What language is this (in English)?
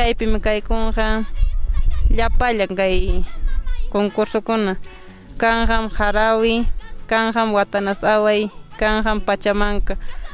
Ayacucho Quechua